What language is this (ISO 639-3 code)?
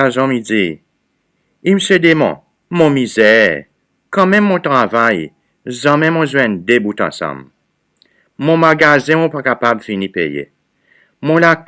crs